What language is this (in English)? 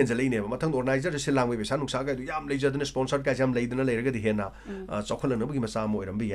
Manipuri